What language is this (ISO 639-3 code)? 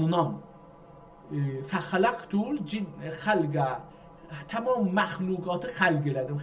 azb